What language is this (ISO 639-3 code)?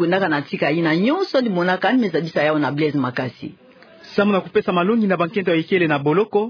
ktu